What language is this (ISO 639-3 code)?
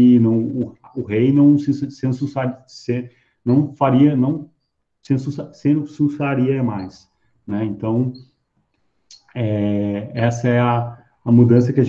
por